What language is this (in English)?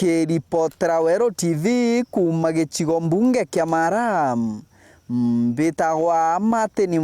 Meru